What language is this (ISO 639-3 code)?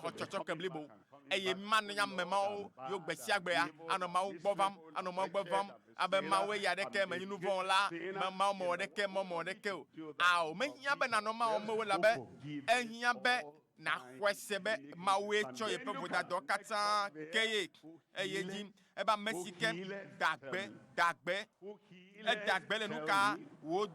ewe